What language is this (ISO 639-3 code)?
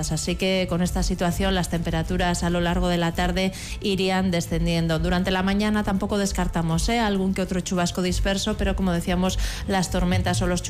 spa